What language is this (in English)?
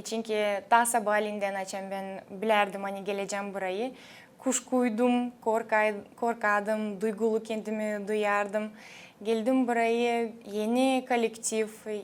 Gagauz